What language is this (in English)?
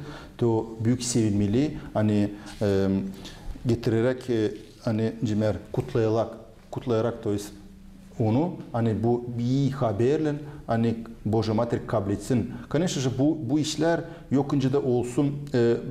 Gagauz